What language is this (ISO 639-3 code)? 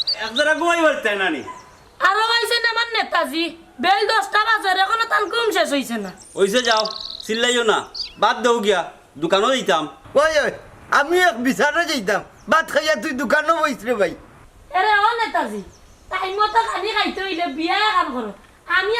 syl